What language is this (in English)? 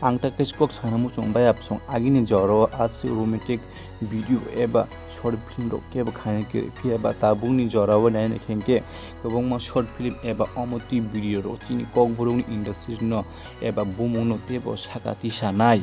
Kok Borok